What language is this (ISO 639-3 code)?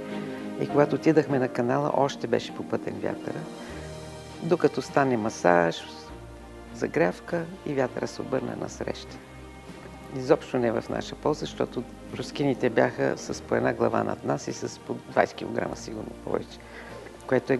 bul